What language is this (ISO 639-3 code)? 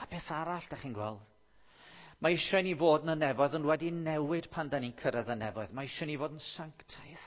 cym